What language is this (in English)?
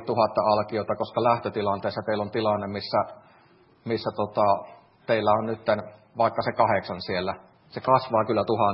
Finnish